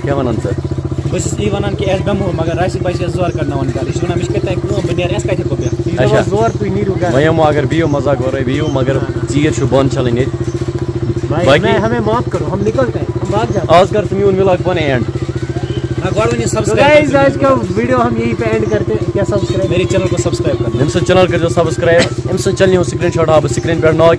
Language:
Kashmiri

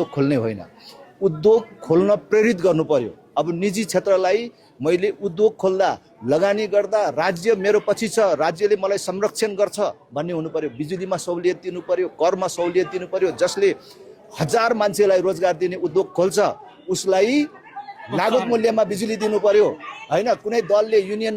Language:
Nepali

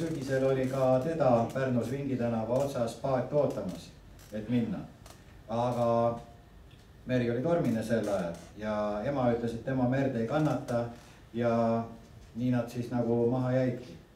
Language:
Estonian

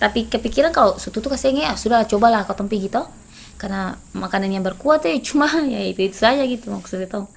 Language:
Ambonese Malay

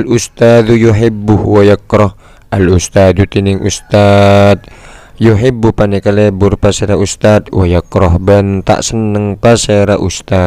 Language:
Madurese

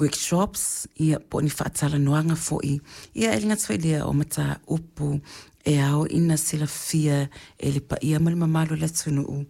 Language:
Samoan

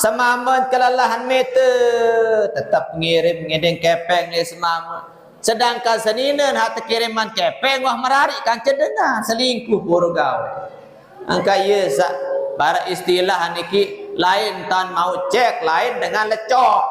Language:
Sasak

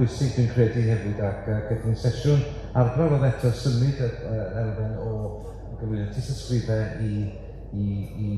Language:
Welsh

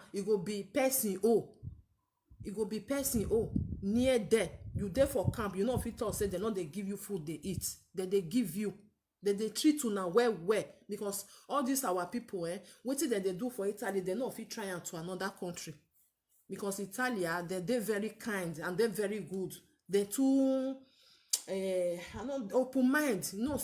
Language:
Nigerian Pidgin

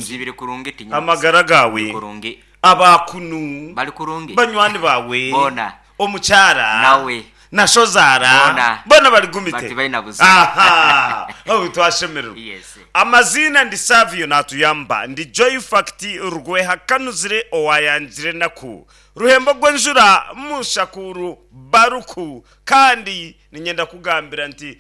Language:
Nyankole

